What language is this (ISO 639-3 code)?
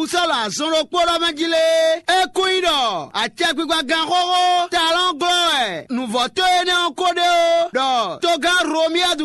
fon